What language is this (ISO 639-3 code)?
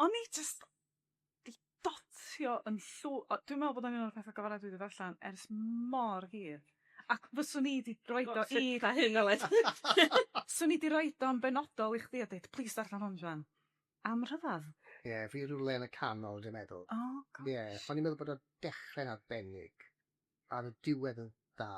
cym